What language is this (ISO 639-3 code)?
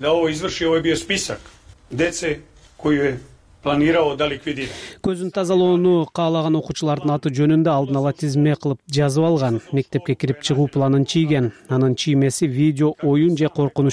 kir